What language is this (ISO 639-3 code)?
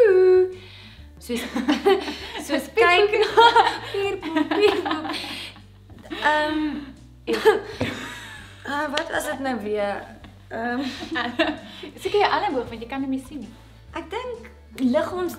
afr